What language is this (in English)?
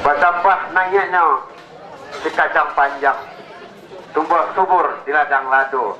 Minangkabau